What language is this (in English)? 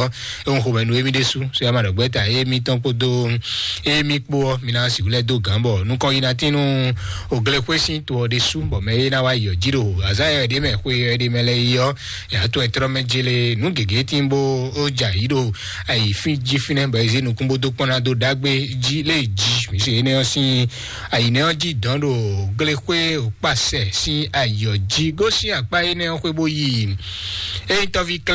Fon